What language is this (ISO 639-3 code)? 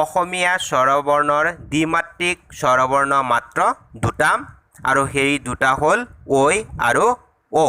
asm